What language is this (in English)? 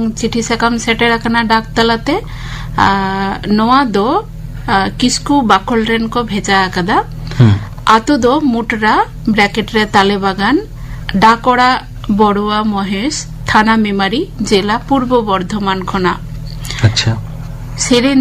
Santali